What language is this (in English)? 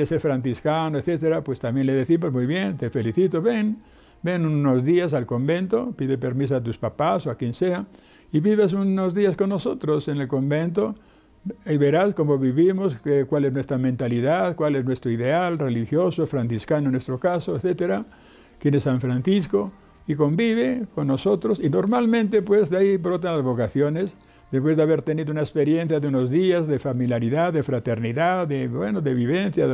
Spanish